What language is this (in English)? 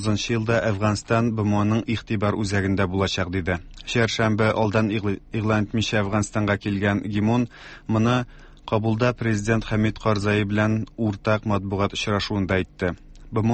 Tatar